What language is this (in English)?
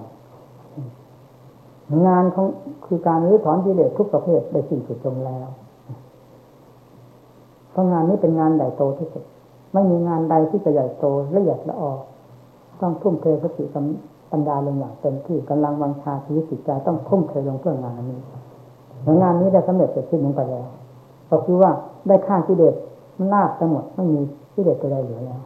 Thai